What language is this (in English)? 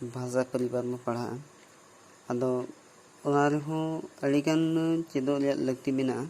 Santali